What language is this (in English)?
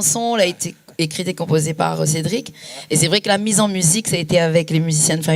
Réunion Creole French